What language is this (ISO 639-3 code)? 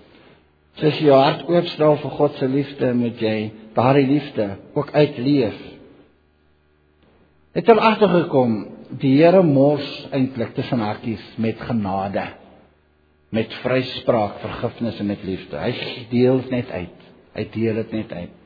afr